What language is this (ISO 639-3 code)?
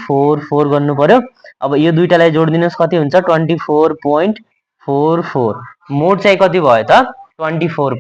nep